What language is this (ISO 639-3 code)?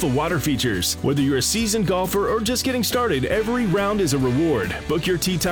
eng